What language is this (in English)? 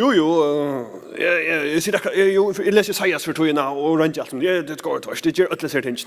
Faroese